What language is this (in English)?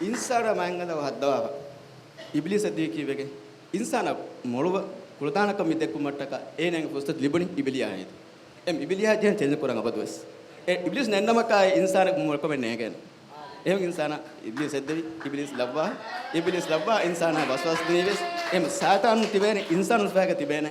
Divehi